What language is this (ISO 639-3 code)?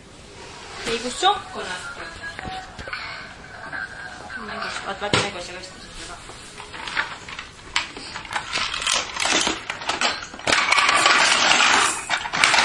est